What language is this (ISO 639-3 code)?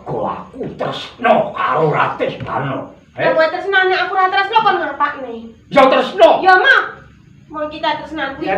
jav